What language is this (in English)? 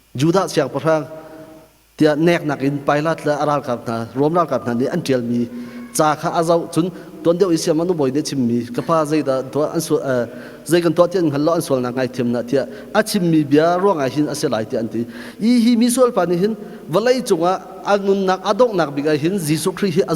Hakha Chin